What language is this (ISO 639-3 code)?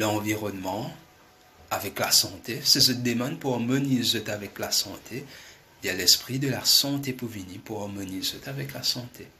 mfe